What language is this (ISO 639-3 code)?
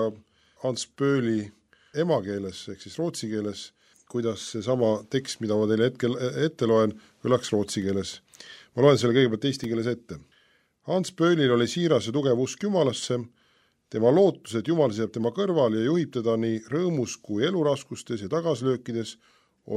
est